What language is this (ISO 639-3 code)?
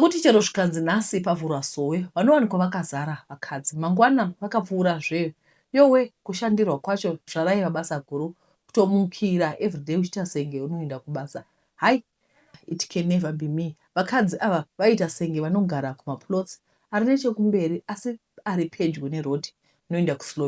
sna